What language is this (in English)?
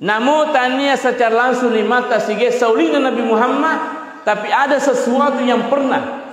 Buginese